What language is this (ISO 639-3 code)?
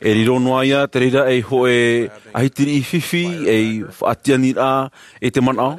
tah